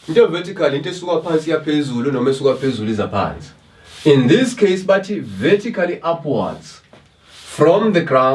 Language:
Zulu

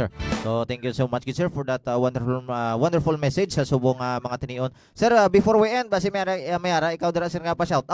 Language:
Hiligaynon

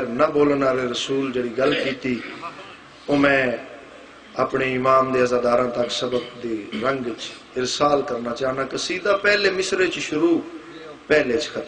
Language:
Saraiki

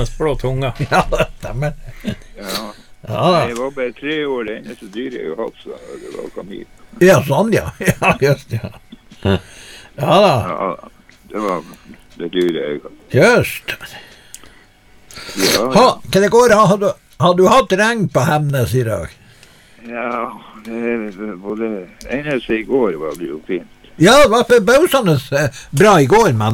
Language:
Norwegian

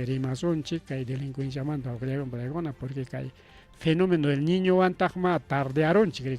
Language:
Ayacucho Quechua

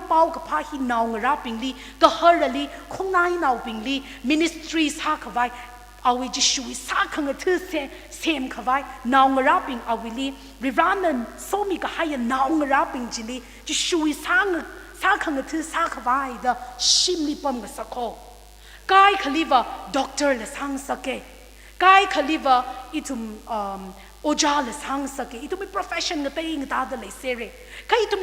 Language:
Tangkhul Naga (India)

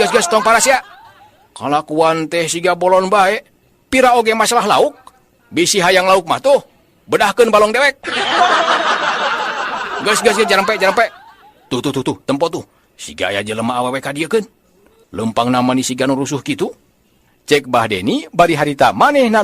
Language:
Sundanese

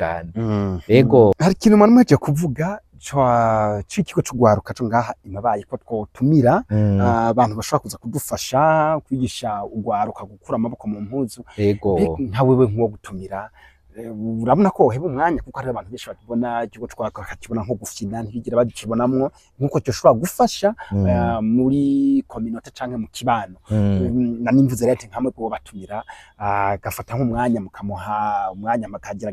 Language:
Rundi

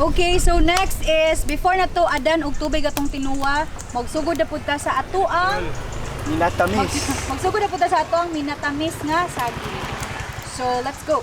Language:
Cebuano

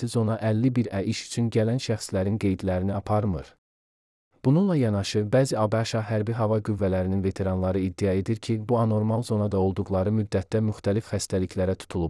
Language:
Azerbaijani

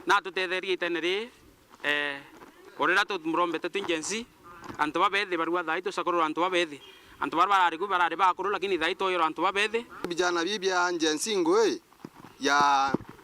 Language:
Meru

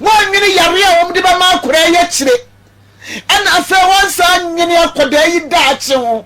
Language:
Akan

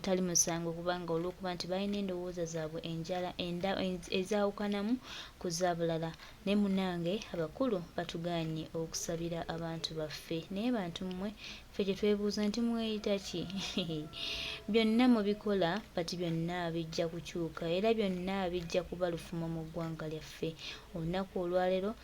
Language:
Ganda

